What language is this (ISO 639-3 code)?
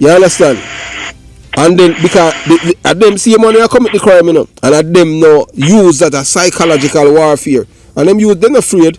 jam